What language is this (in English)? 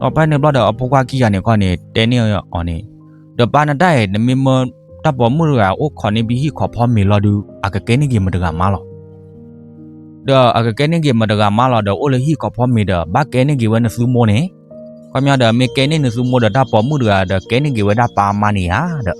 S'gaw Karen